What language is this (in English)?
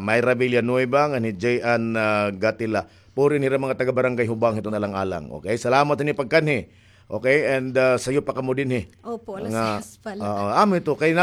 Waray